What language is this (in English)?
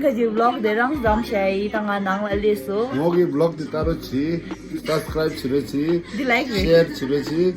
Tibetan